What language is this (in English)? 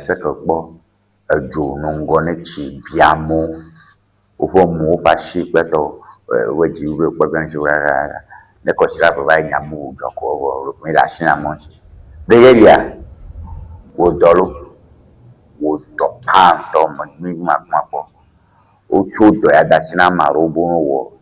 Ewe